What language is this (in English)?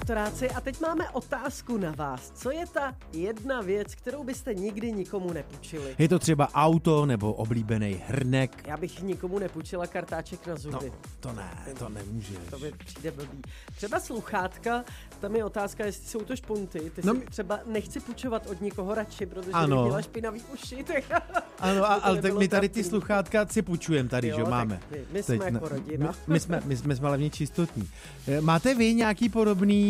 Czech